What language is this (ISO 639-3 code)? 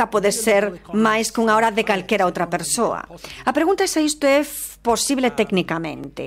glg